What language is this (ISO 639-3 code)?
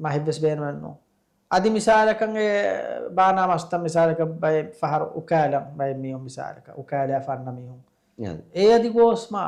div